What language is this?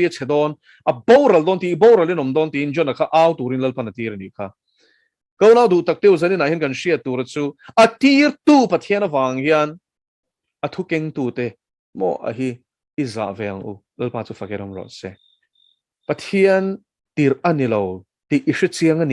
Mizo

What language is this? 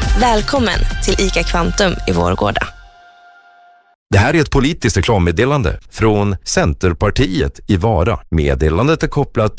Swedish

